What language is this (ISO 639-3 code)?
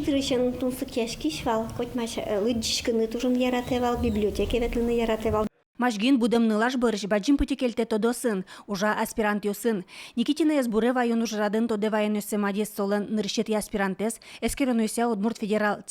udm